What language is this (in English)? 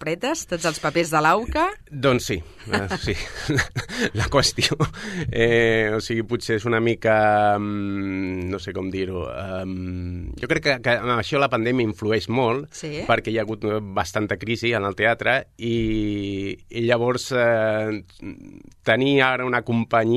Catalan